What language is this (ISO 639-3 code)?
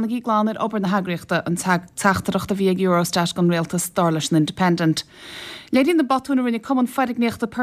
gle